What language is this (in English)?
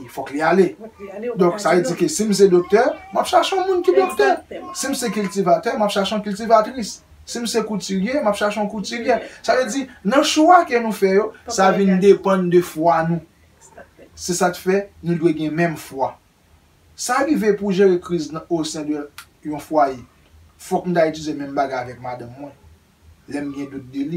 Haitian Creole